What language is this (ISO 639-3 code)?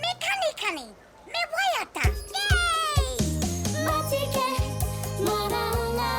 mri